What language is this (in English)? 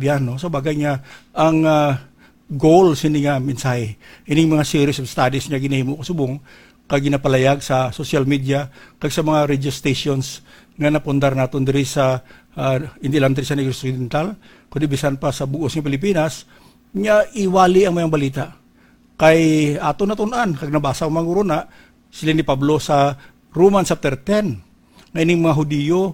Hiligaynon